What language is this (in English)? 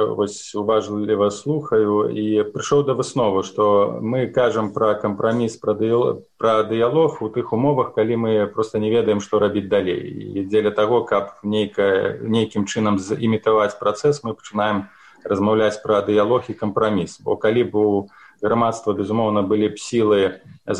Belarusian